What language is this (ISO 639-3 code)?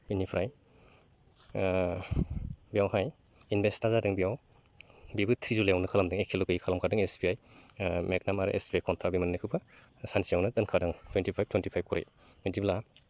brx